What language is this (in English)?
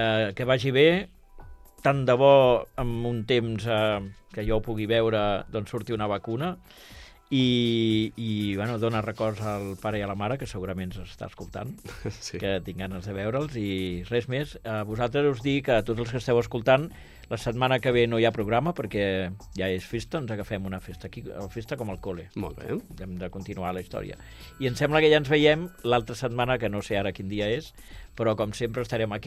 Catalan